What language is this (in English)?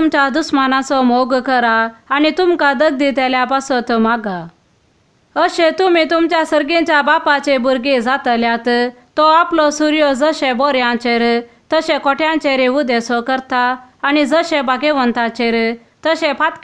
Konkani